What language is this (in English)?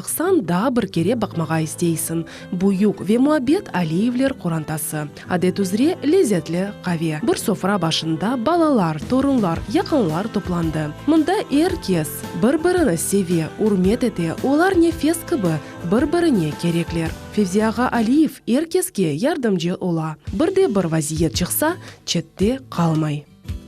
Crimean Tatar